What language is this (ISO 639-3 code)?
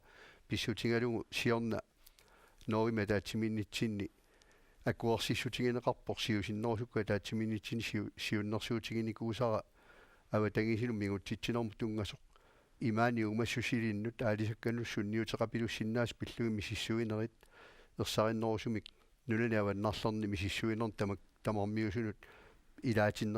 kal